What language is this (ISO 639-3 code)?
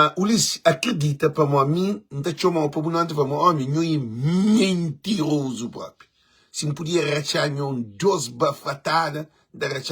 kea